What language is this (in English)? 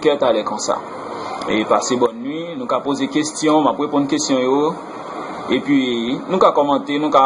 Haitian Creole